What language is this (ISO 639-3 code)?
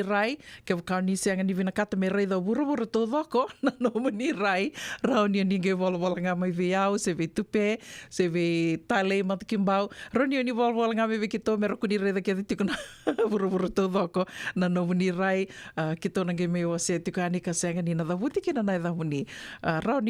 fij